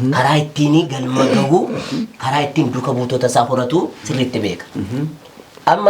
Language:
Oromo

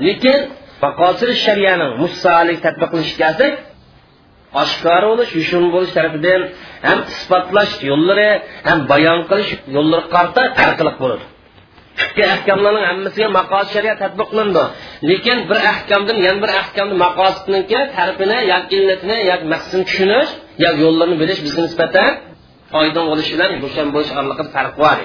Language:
Uyghur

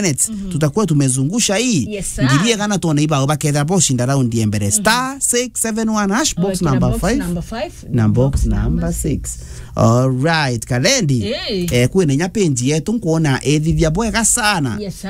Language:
Meru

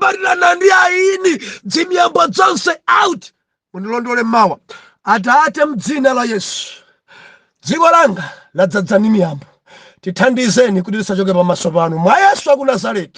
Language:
Nyanja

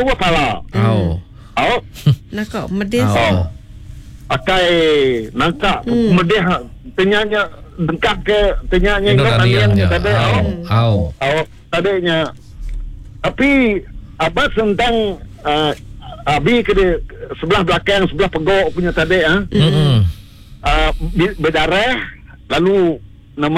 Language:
Malay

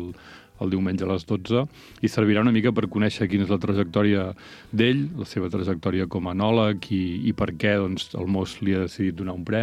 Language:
Catalan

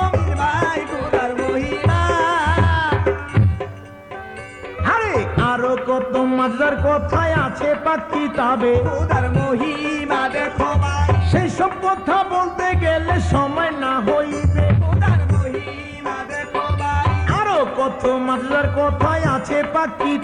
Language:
Bangla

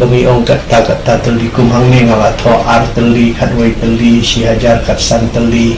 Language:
Khasi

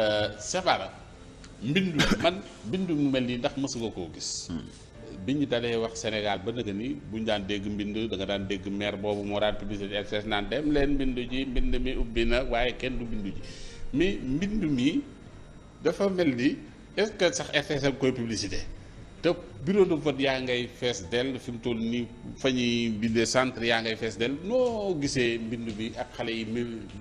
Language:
Wolof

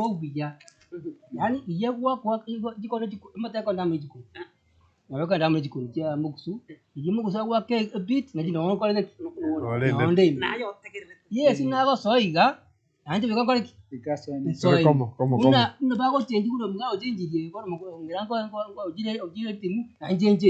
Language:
Gusii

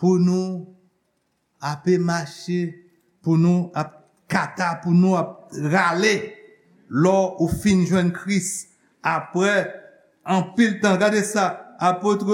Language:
Haitian Creole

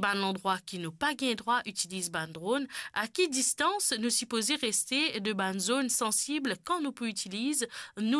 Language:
Morisyen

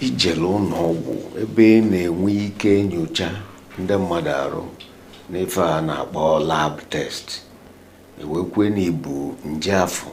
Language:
Igbo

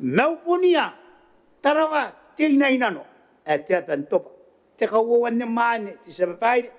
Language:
Gilbertese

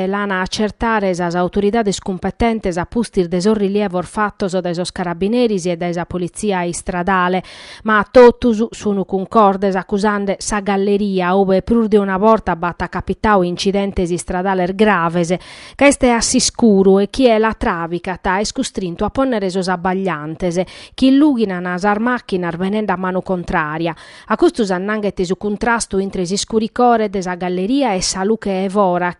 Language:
Sardinian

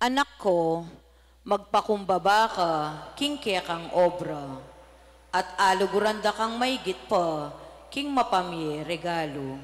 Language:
Pampanga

